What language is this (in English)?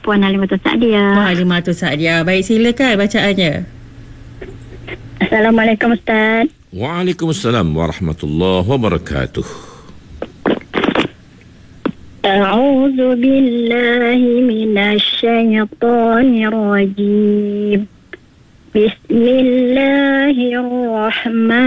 Malay